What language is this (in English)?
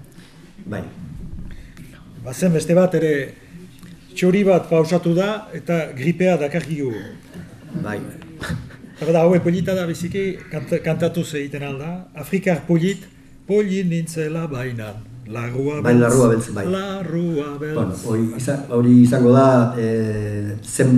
Basque